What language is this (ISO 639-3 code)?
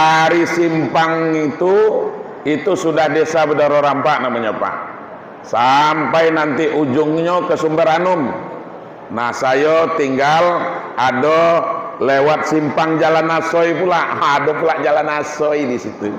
min